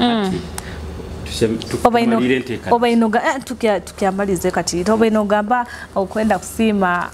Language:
Nyoro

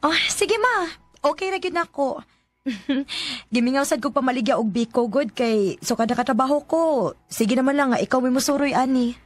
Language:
Cebuano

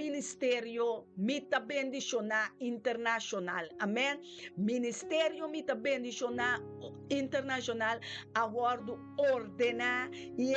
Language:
Papiamento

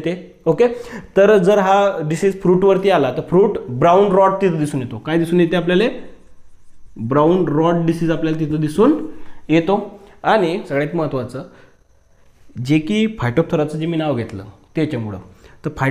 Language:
Marathi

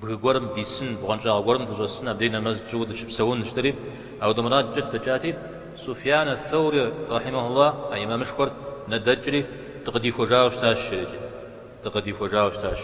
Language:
Kabardian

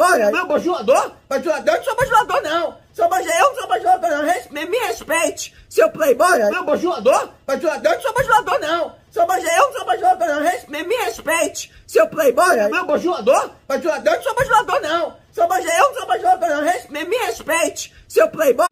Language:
Portuguese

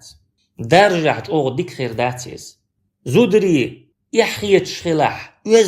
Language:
Chechen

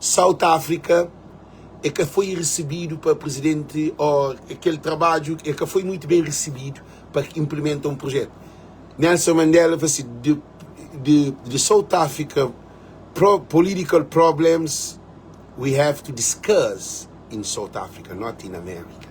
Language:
Kabuverdianu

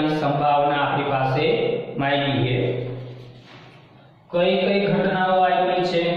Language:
Gujarati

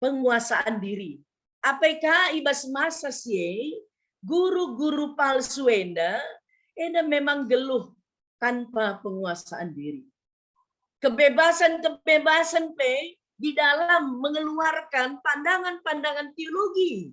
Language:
Batak Karo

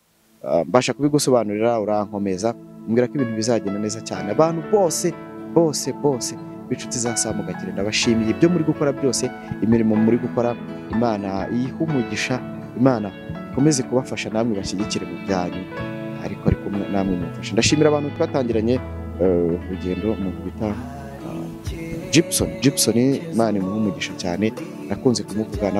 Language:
Kinyarwanda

